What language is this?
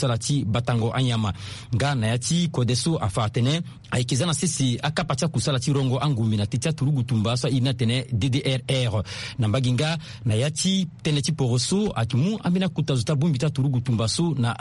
Sango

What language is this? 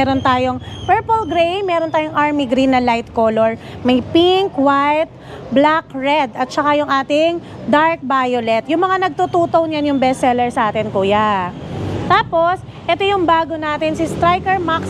Filipino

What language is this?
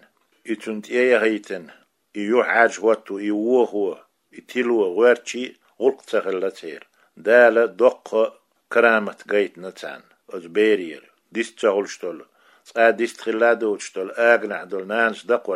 Chechen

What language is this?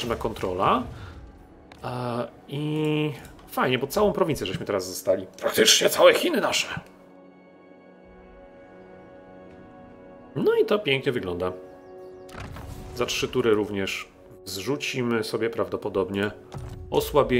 Polish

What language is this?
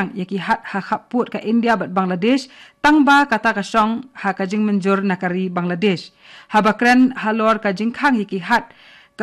Khasi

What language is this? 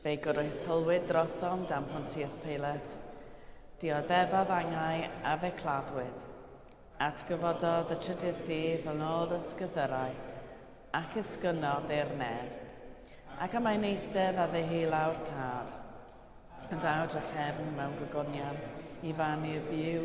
Welsh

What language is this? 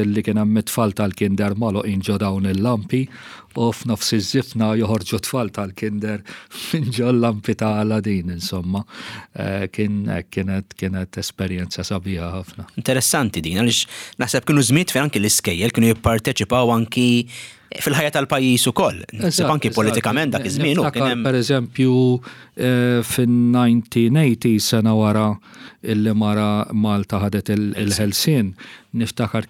Maltese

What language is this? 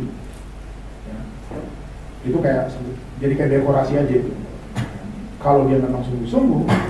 Indonesian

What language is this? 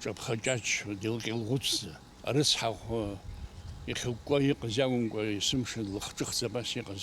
Abkhazian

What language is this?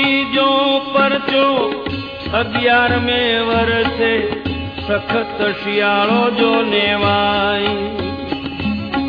Gujarati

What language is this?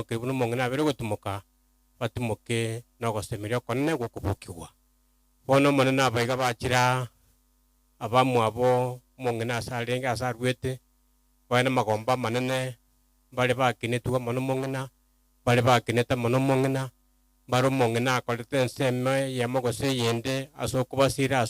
Gusii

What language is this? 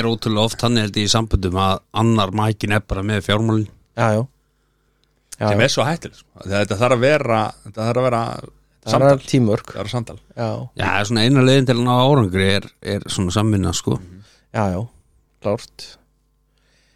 Icelandic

